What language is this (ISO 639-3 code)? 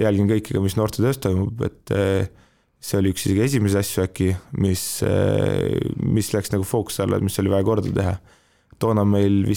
est